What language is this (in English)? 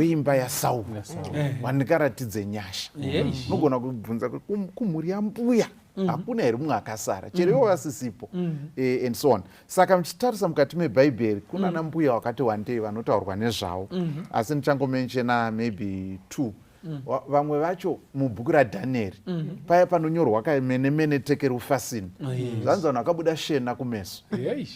Shona